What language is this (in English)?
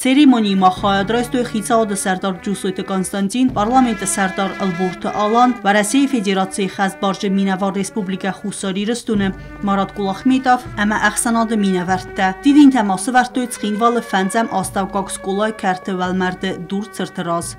Ossetic